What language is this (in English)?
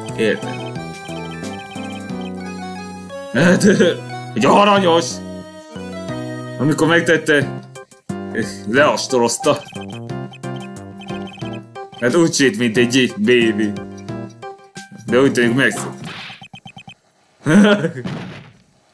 Hungarian